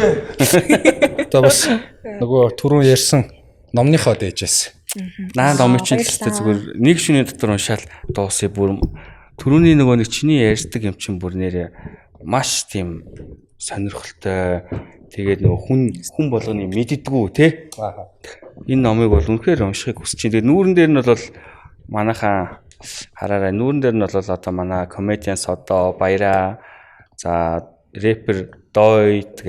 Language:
Mongolian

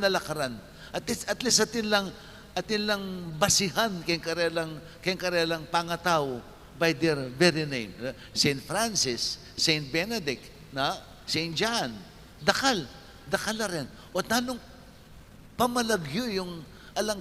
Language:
Pampanga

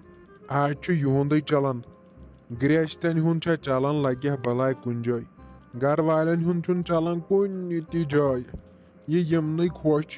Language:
Kashmiri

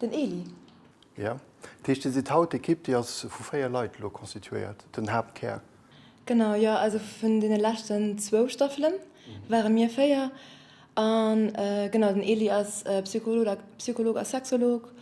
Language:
Luxembourgish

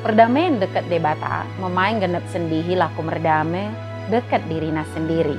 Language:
Batak Dairi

